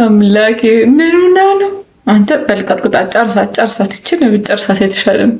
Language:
Amharic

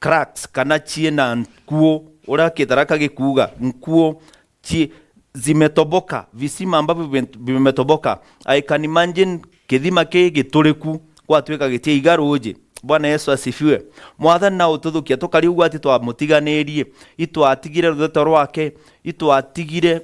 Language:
Meru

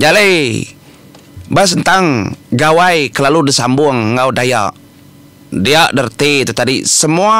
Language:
Iban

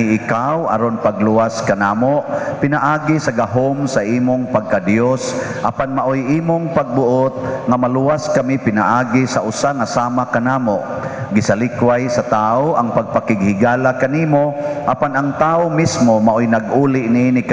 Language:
Cebuano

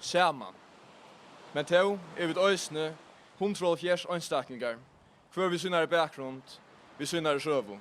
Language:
Faroese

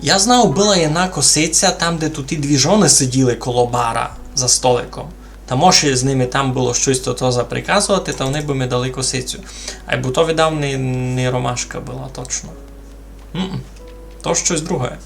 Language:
Rusyn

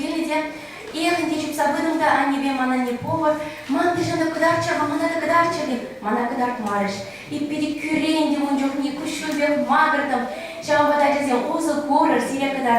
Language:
Chuvash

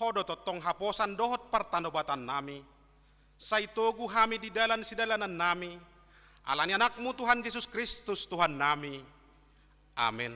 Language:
Batak Toba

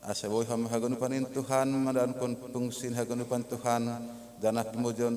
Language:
Batak Simalungun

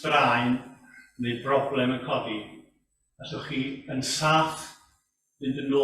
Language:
Welsh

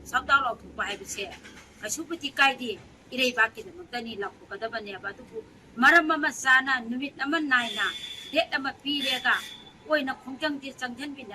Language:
Manipuri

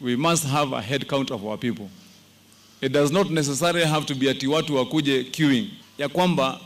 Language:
Kamba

